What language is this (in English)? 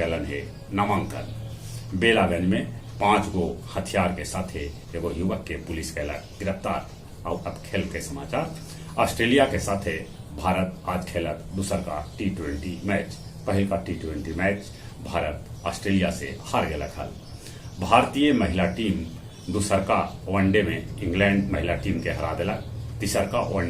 Magahi